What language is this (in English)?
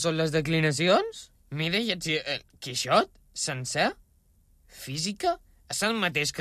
Catalan